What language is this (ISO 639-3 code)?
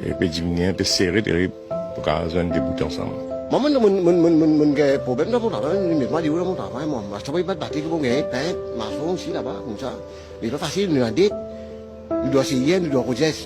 mfe